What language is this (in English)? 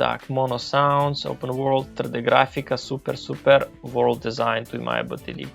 Rusyn